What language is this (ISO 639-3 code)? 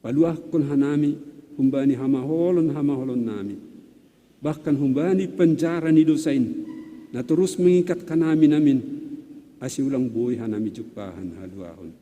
bts